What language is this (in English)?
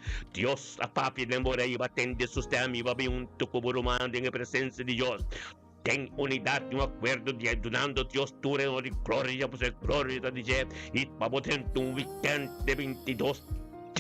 Papiamento